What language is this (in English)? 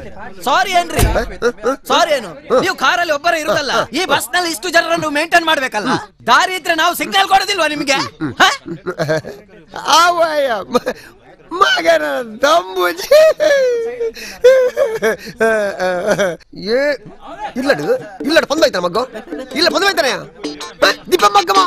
Kannada